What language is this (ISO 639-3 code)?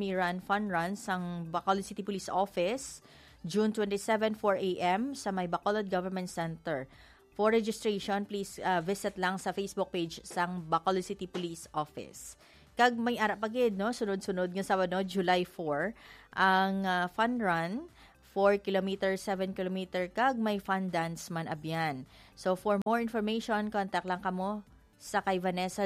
hil